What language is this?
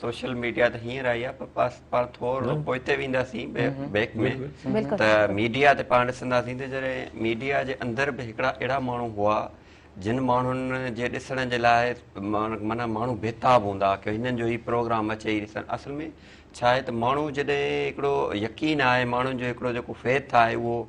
Sindhi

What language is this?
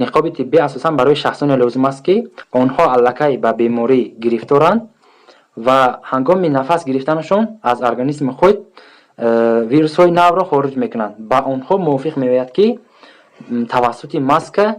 Tajik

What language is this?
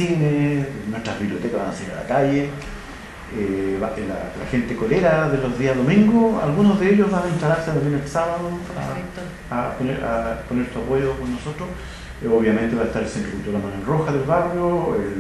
Spanish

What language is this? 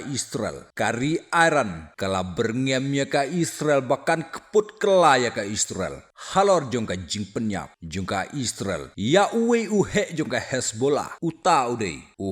Khasi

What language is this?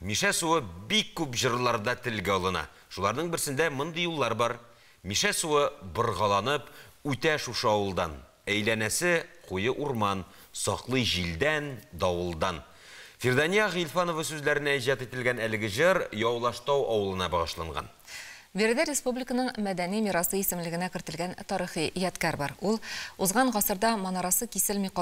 Tatar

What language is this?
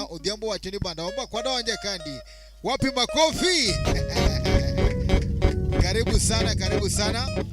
Luo (Kenya and Tanzania)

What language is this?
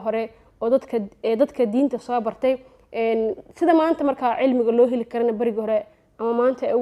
Somali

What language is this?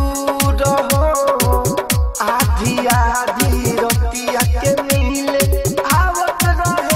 Bhojpuri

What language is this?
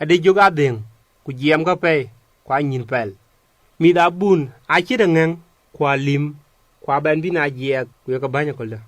Dinka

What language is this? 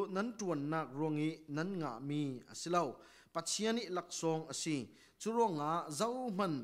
Falam Chin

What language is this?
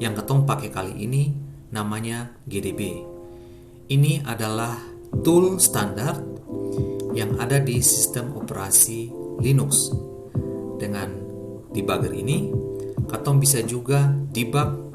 Ambonese Malay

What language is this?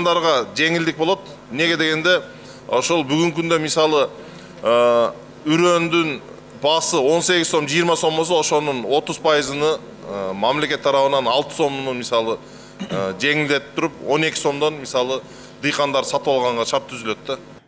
Kyrgyz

